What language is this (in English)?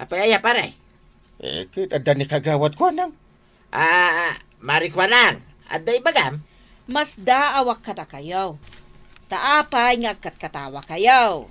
Iloko